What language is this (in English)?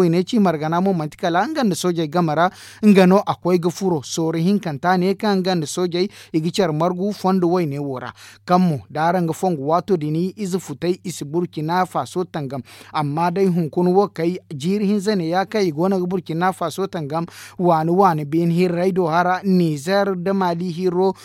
Zarma